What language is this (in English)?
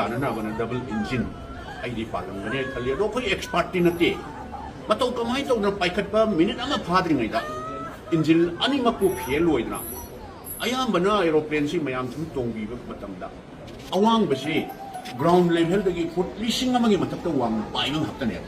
Manipuri